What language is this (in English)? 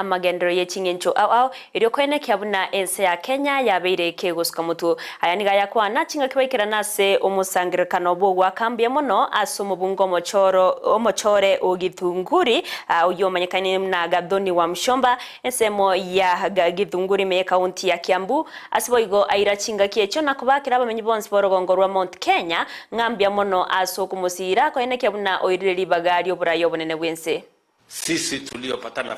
Gusii